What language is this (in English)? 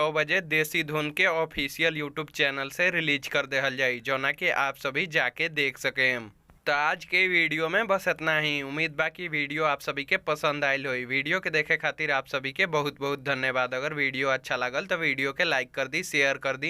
Bhojpuri